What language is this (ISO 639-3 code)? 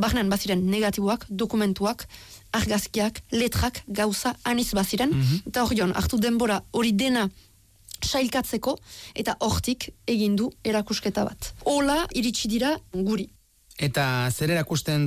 eus